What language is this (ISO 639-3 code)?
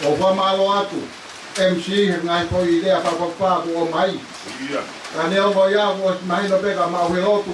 ton